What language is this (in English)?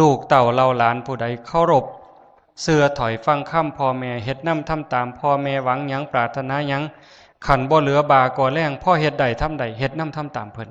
Lao